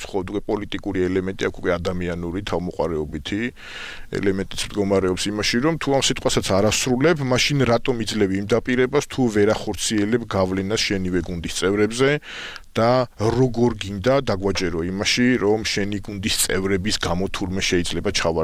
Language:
Georgian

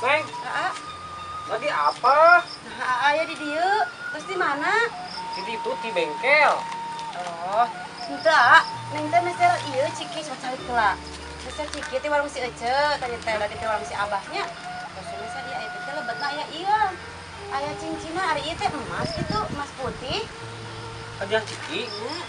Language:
Sundanese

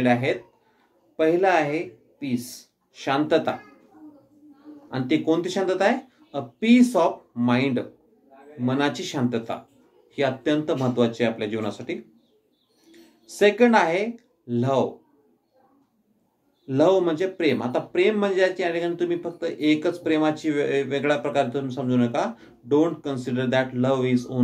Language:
Marathi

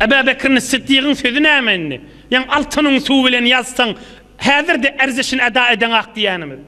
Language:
Turkmen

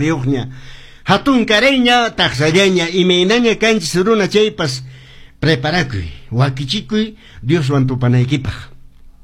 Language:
Quechua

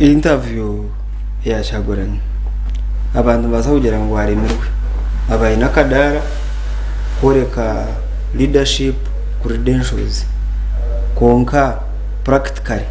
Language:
Nyankole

